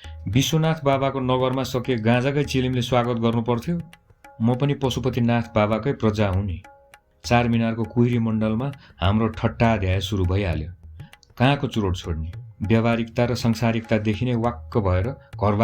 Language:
Nepali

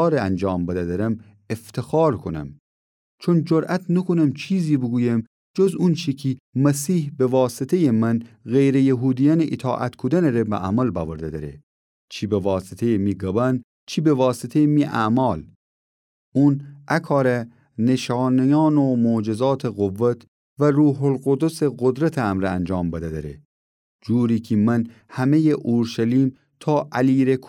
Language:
Gilaki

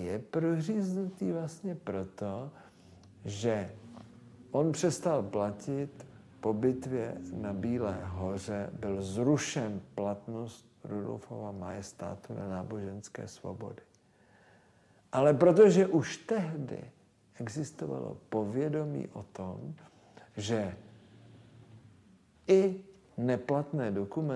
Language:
Czech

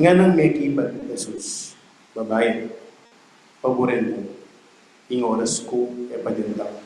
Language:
Pampanga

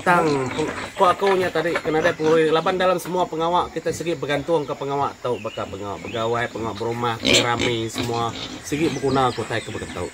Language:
Iban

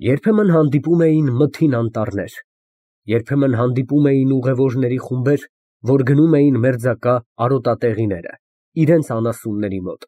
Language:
Armenian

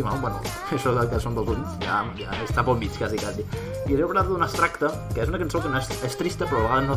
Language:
Catalan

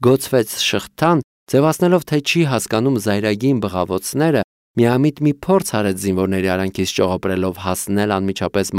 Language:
Armenian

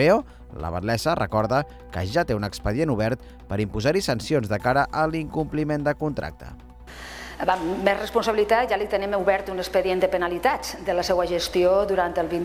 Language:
Catalan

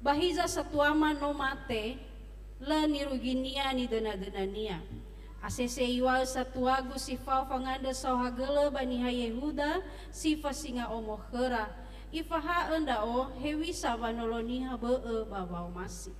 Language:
Nias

